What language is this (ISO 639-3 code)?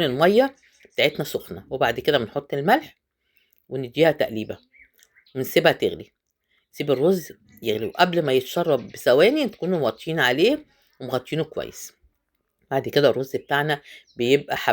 arz